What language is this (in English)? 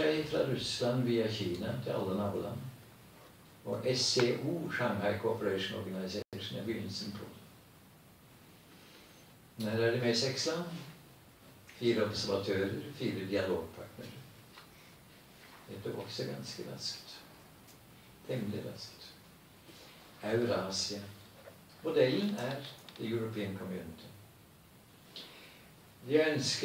Norwegian